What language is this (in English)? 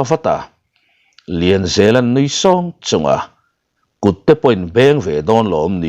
Mizo